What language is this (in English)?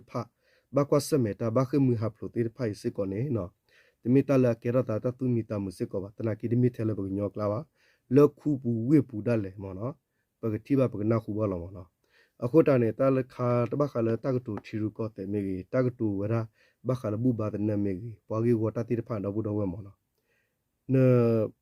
S'gaw Karen